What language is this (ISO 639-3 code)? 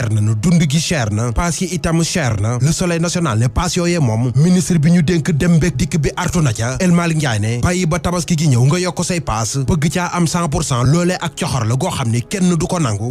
wol